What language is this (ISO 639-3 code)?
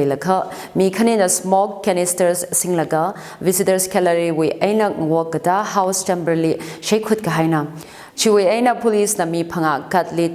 nmf